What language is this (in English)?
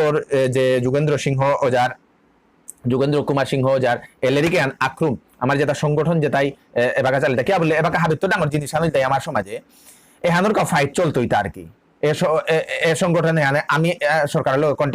Bishnupriya